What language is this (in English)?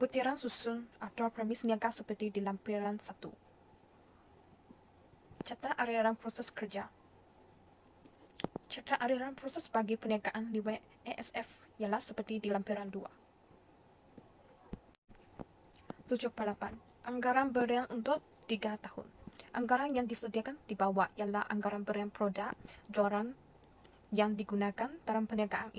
Malay